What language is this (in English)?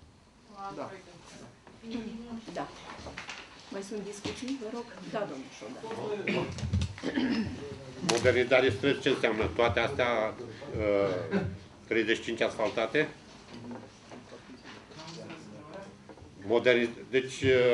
Romanian